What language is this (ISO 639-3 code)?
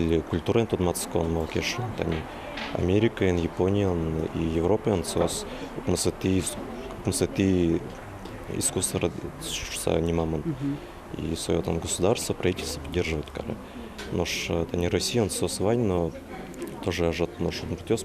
udm